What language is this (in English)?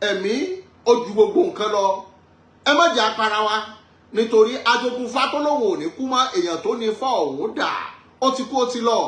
Yoruba